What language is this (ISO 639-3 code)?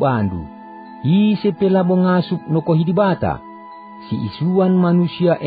btx